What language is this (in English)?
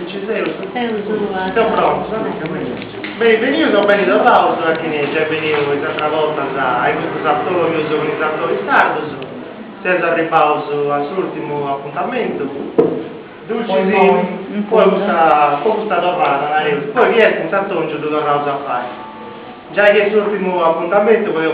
Sardinian